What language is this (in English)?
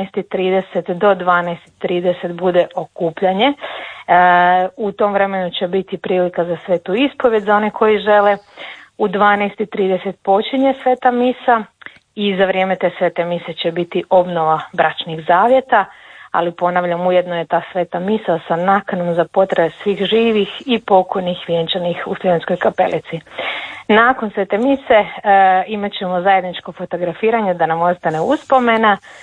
Croatian